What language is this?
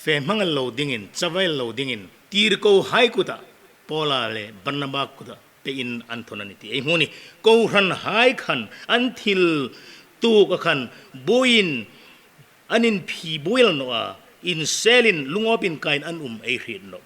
Hmar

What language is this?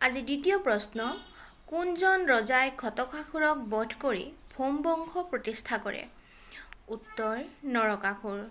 Assamese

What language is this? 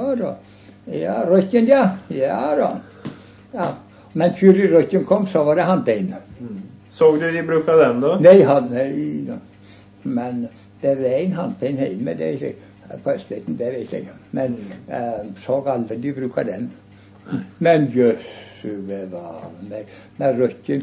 Norwegian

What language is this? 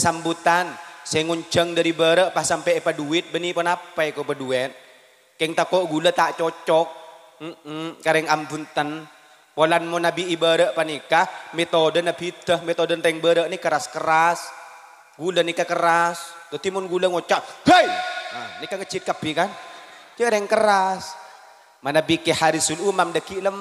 Madurese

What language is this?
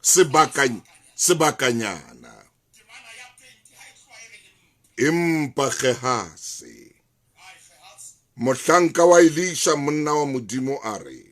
Southern Sotho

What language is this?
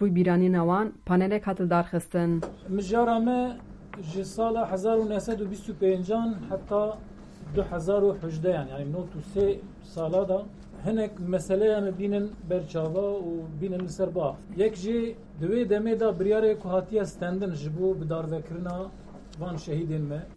Kurdish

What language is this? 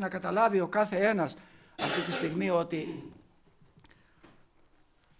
Greek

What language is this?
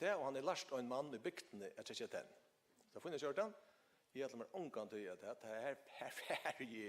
Faroese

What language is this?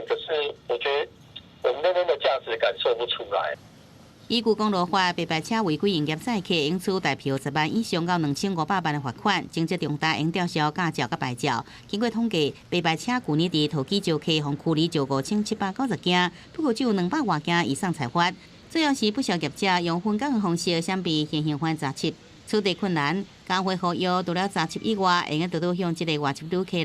Min Nan Chinese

